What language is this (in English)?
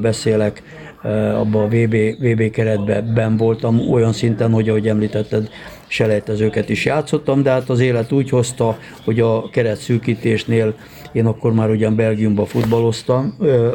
Hungarian